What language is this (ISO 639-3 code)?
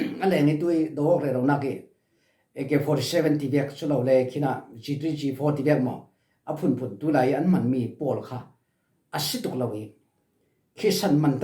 cfm